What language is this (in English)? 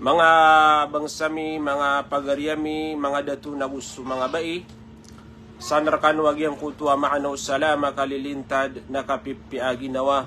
Maranao